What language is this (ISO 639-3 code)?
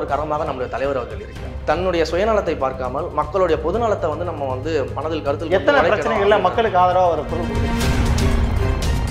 tam